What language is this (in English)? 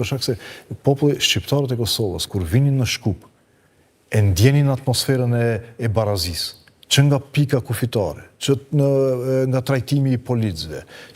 Albanian